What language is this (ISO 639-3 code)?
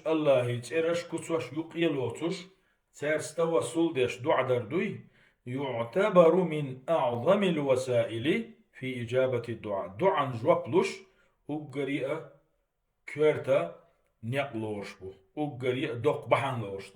che